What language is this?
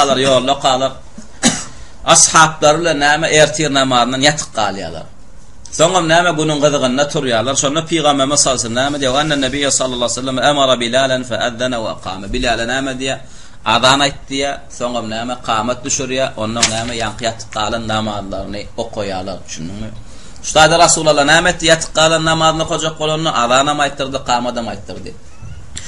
Turkmen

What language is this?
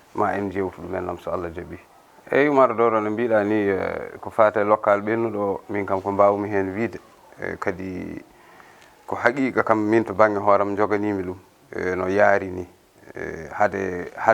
Fula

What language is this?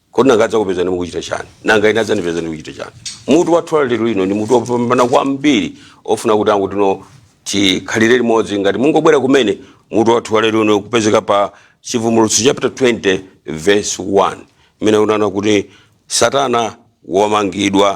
Nyanja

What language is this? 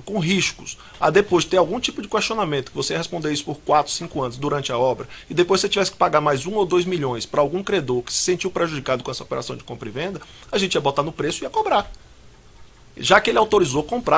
Portuguese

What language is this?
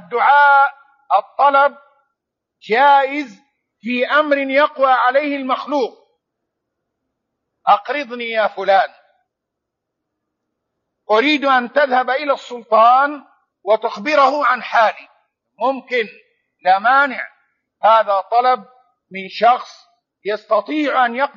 Arabic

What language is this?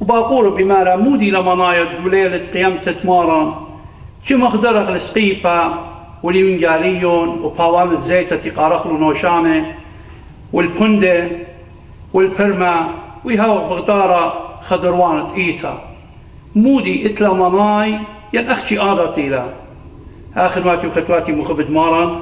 Assyrian Neo-Aramaic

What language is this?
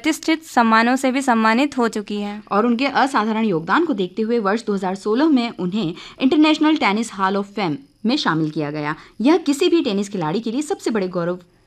Hindi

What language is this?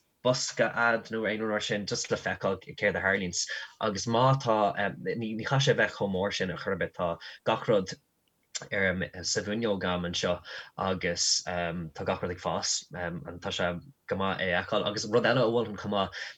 Irish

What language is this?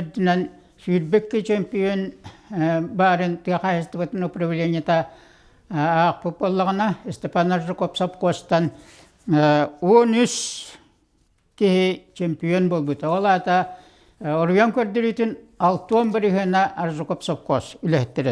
Yakut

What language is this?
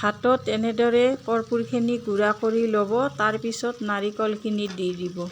Assamese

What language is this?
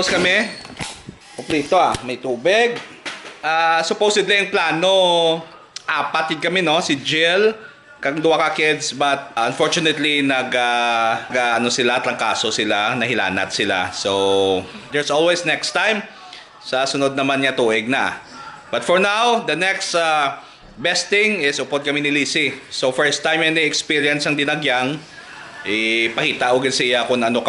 Hiligaynon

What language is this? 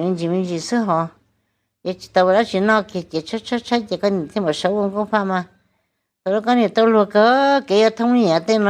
Hmong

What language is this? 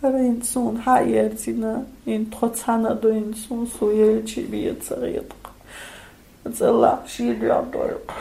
Chechen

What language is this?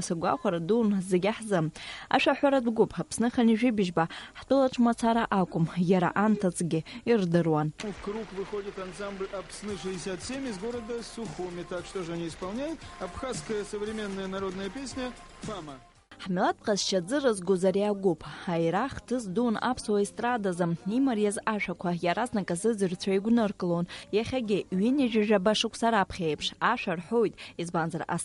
Abkhazian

